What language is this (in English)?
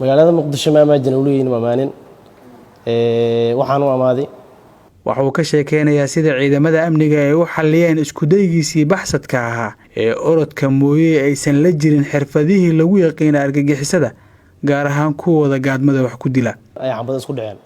Somali